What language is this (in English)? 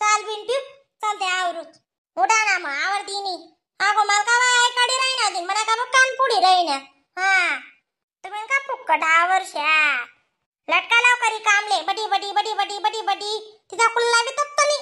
Khandesi